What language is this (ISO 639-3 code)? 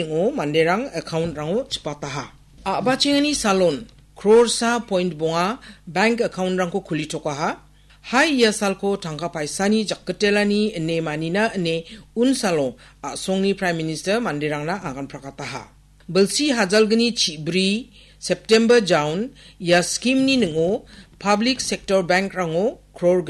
grt